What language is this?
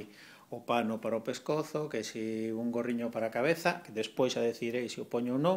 Galician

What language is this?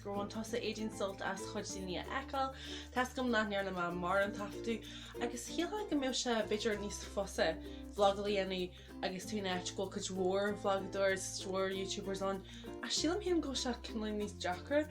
Irish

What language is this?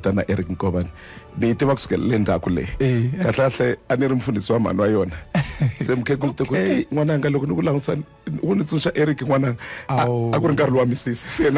Tsonga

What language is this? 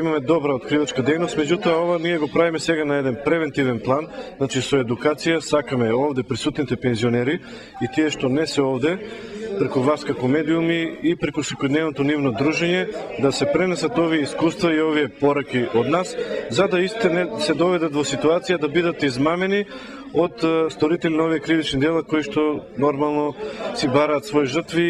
Macedonian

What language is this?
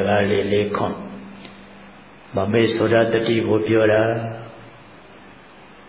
Burmese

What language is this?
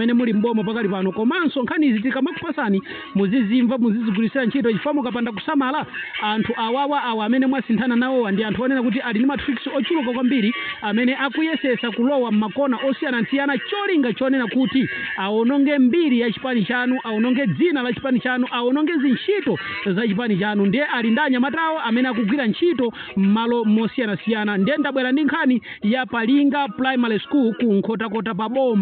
Nyanja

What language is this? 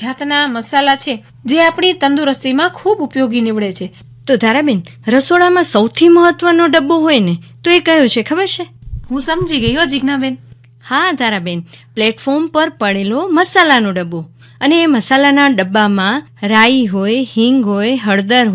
Gujarati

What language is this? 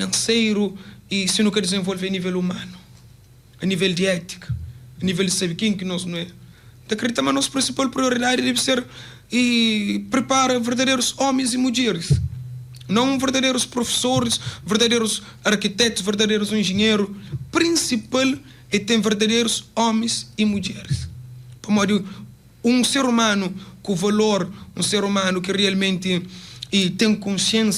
Kabuverdianu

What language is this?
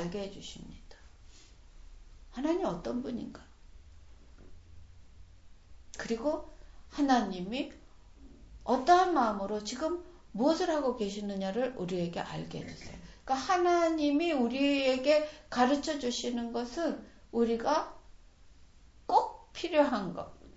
Korean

